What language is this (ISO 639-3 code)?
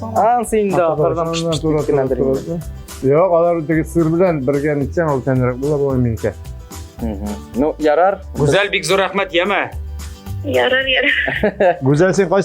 tat